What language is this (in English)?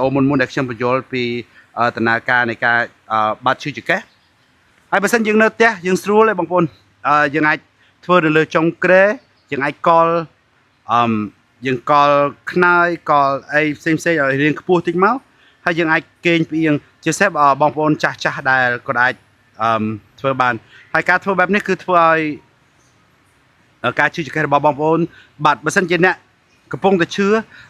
Khmer